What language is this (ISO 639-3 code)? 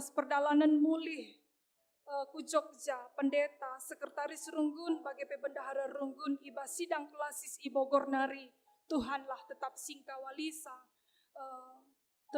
btx